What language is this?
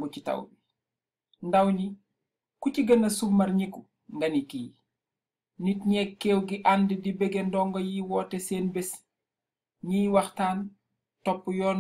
Wolof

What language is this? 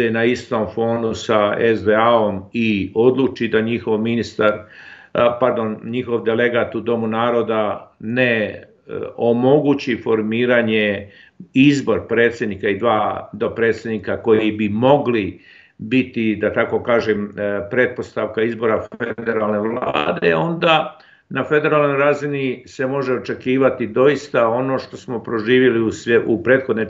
Bosnian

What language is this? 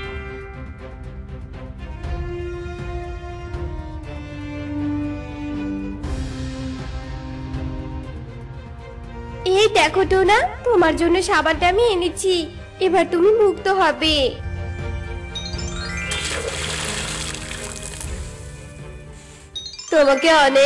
Bangla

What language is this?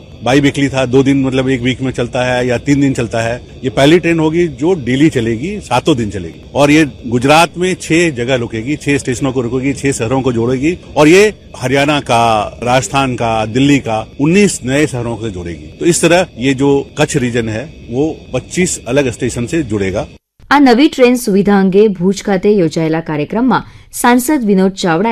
Gujarati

